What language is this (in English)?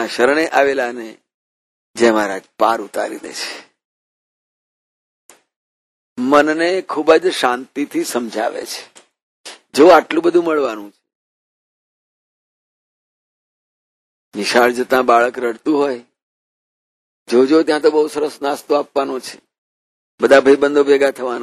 Gujarati